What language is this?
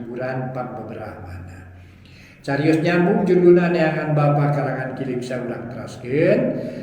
Sundanese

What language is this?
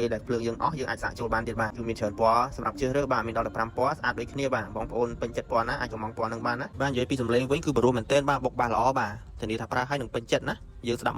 Khmer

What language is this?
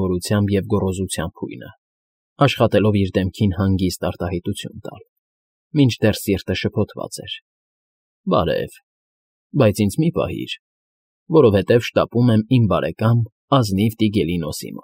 Armenian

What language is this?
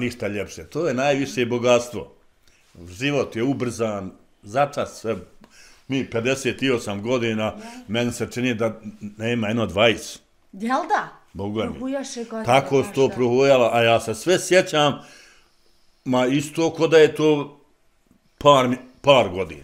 Bosnian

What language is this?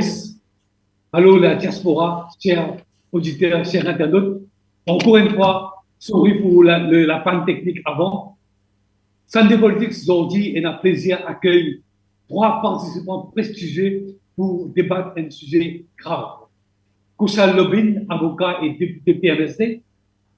Morisyen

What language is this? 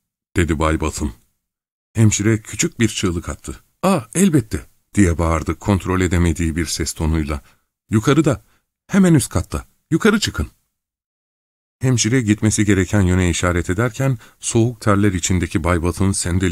Turkish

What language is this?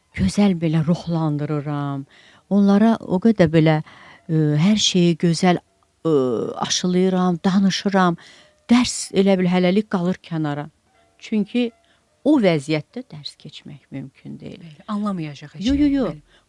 Azerbaijani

